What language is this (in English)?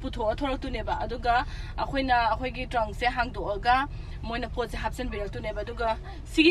Manipuri